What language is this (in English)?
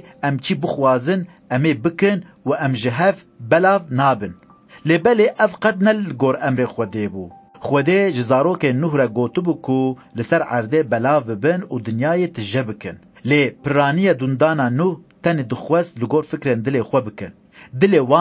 Kurdish